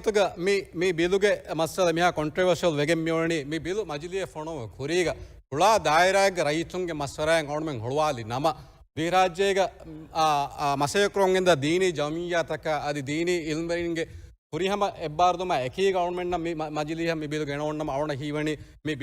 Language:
Divehi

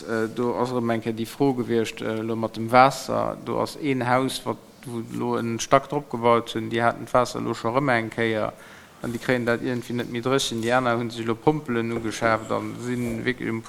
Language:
Luxembourgish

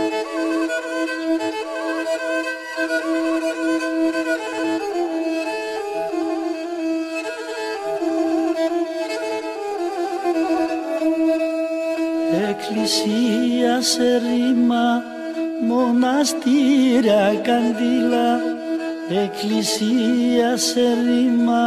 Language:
Greek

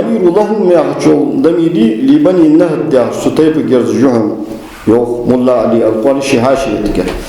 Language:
Ingush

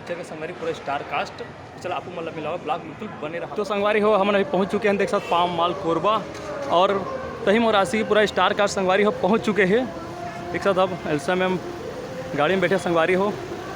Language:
Chhattisgarhi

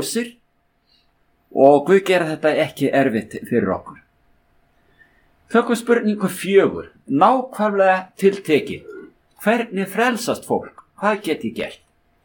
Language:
Icelandic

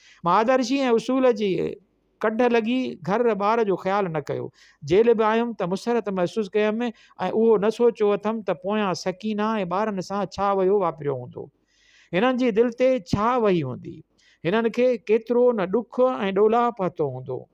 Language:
Sindhi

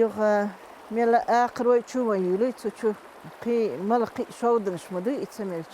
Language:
Chechen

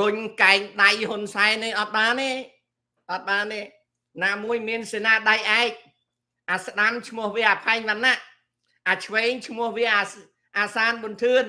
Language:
Khmer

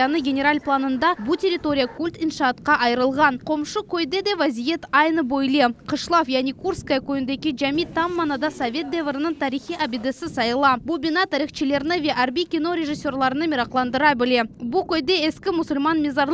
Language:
Crimean Tatar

